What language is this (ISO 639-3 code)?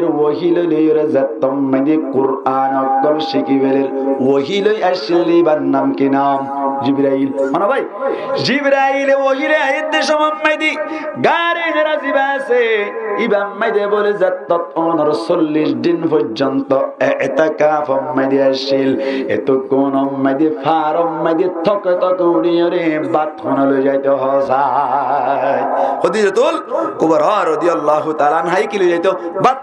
rhg